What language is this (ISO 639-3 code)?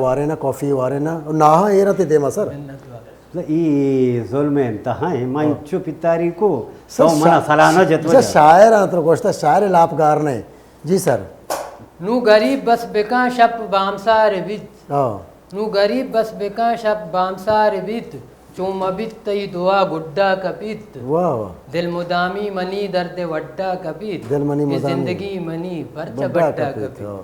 bal